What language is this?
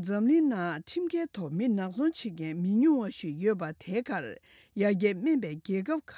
Tibetan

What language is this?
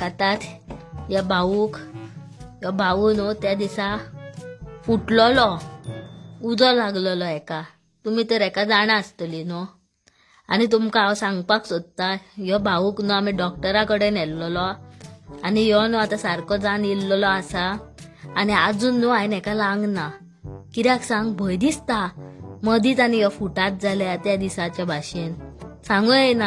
Konkani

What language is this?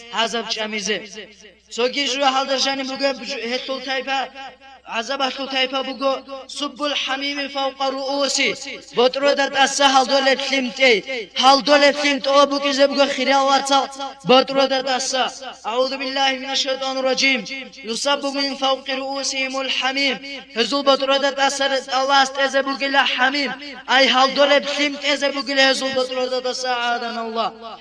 Avaric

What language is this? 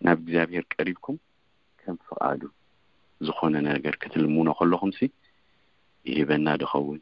Tigrinya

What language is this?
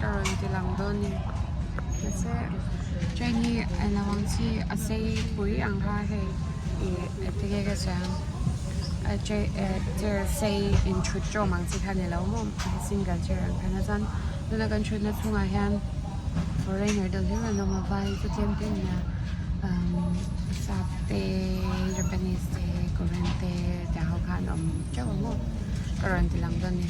Mizo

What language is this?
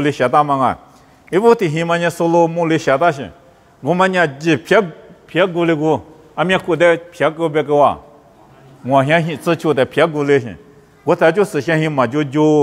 Lisu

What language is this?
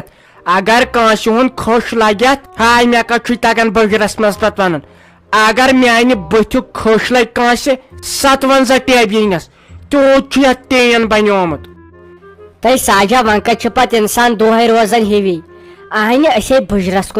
Kashmiri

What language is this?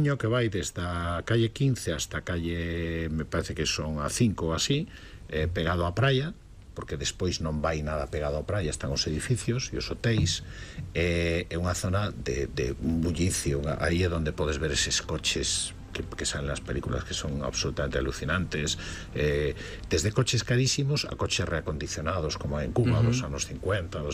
Galician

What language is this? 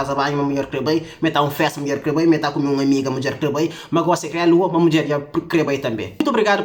Kabuverdianu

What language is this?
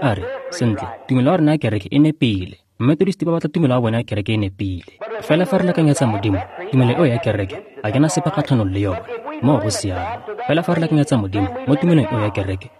Tswana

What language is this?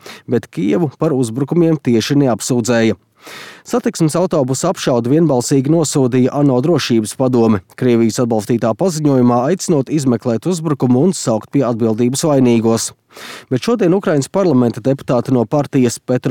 Latvian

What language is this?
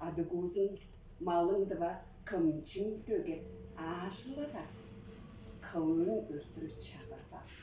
Tuvinian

